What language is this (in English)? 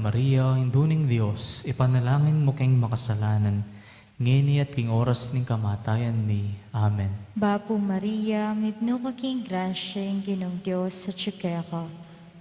Pampanga